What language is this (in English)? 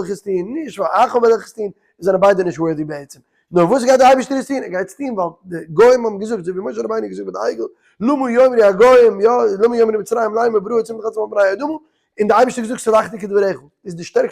Yiddish